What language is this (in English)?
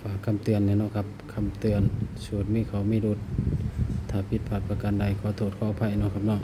Northeastern Thai